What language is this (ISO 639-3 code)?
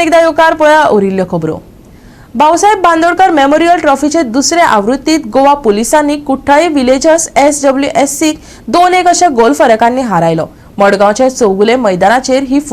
kok